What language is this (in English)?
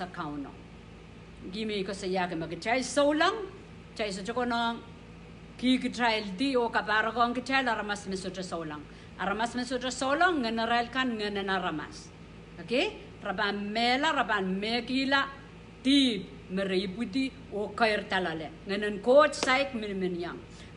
Pohnpeian